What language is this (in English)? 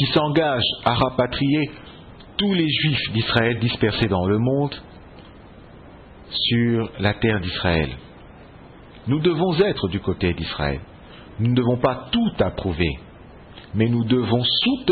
French